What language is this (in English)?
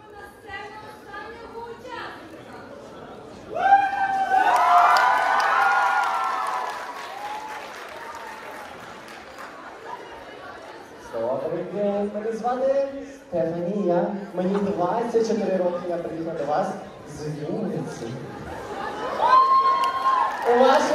Ukrainian